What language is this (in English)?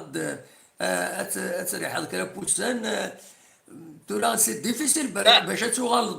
Kabyle